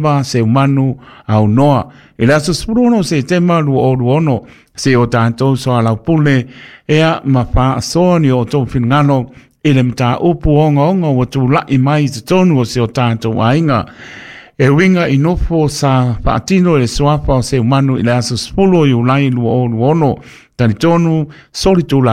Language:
Samoan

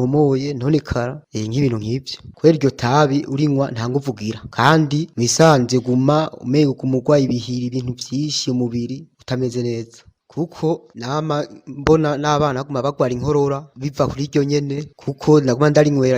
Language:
Rundi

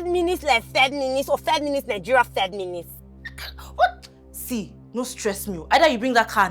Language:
Nigerian Pidgin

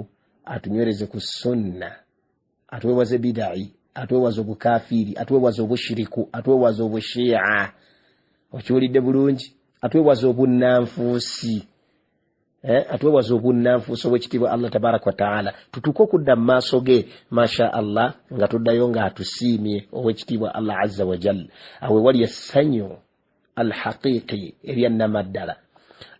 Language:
Ganda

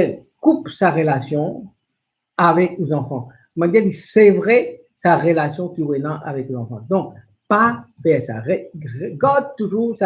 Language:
Morisyen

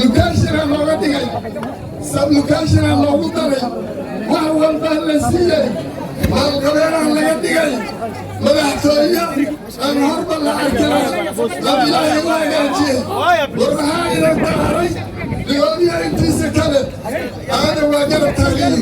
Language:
Somali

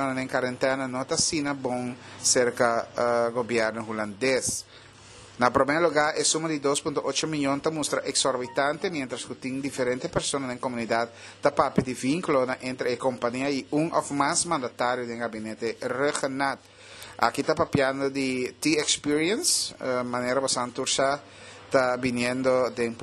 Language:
Papiamento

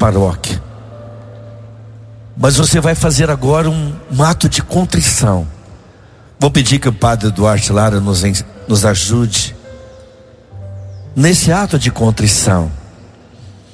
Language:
Portuguese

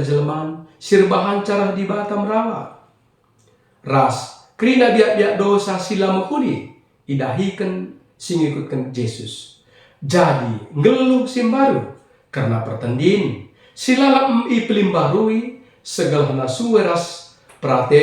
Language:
Batak Karo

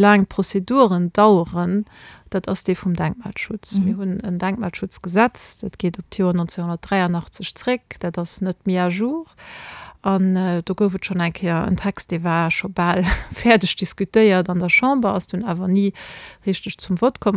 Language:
Luxembourgish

